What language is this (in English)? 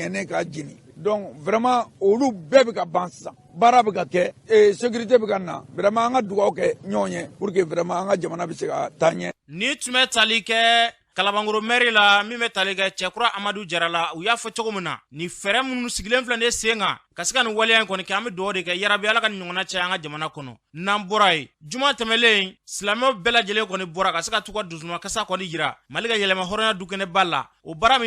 Bambara